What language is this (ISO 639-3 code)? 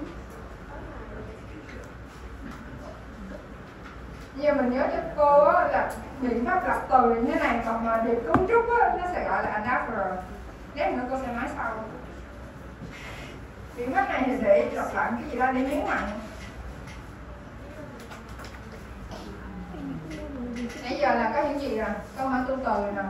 vie